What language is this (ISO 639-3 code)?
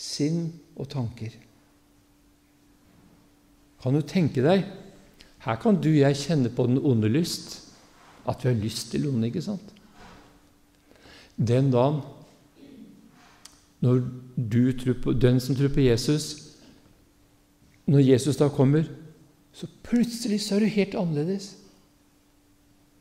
nor